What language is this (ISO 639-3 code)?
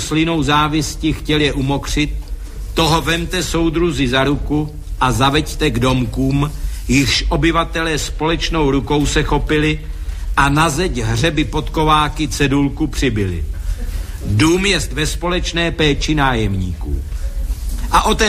ces